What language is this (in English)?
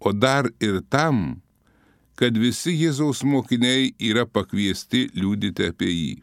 Lithuanian